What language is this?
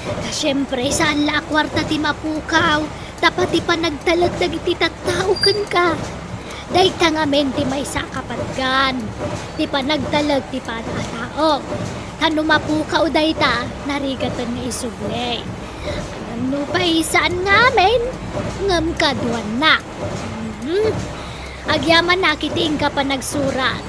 Iloko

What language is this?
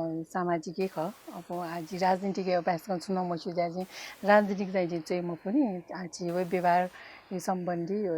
Newari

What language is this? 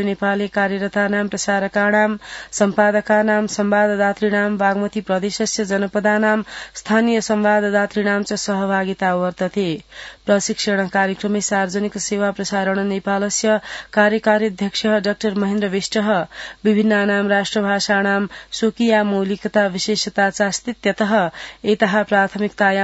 Sanskrit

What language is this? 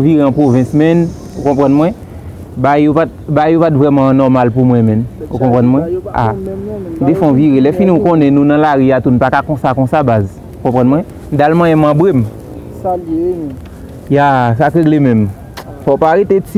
Haitian Creole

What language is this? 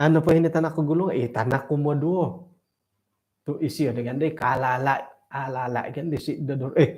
Central Dusun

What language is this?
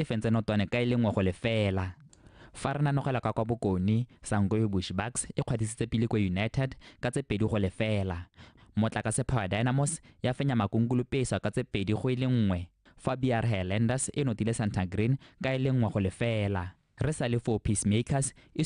Tswana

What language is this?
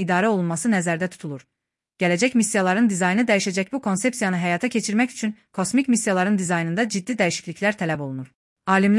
Azerbaijani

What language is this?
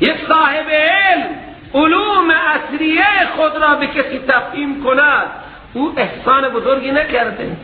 Persian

